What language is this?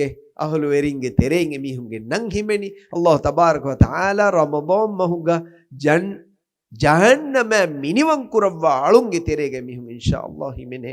Divehi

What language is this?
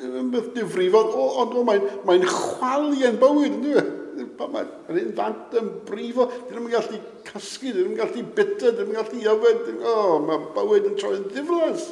Welsh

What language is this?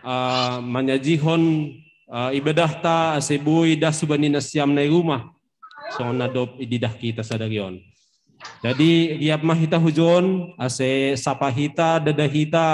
Batak Simalungun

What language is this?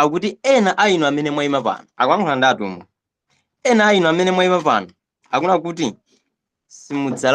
Nyanja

